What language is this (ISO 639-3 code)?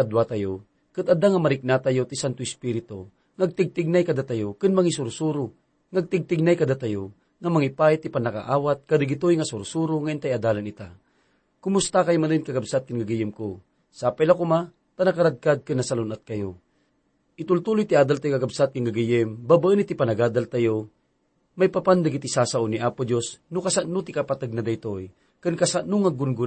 ilo